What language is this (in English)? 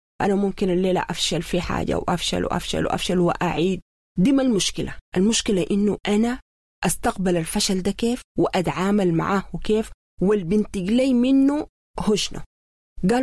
Sudanese Arabic